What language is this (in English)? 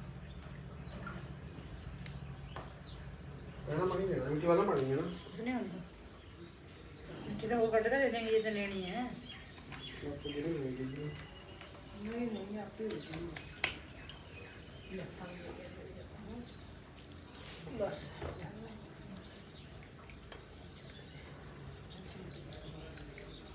Punjabi